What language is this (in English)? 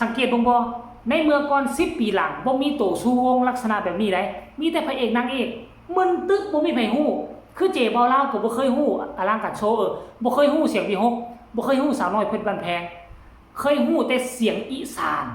Northeastern Thai